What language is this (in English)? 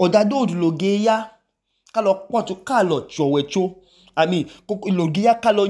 Idoma